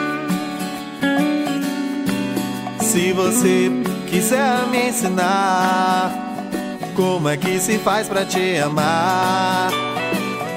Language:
Portuguese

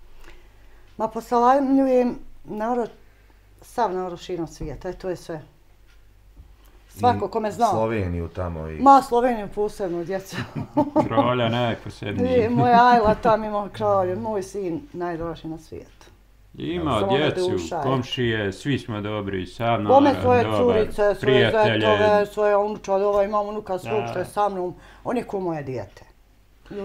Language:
Bosnian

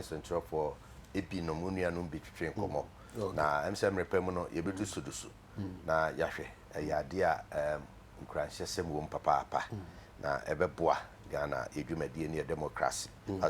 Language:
Akan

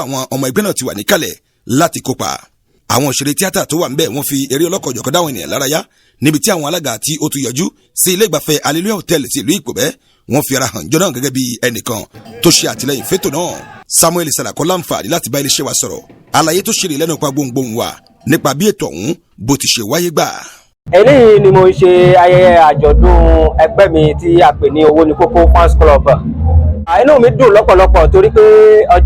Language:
Yoruba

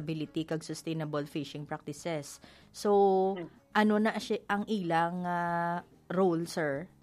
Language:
Hiligaynon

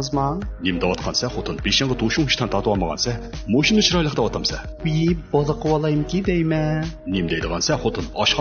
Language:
Uyghur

